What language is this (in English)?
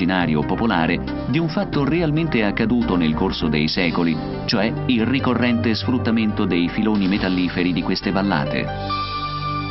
Italian